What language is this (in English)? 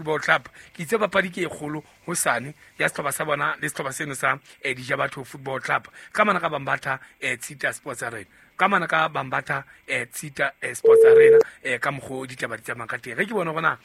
Southern Sotho